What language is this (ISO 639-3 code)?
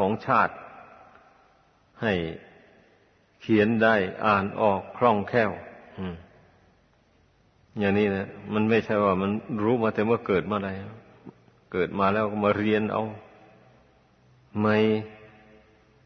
tha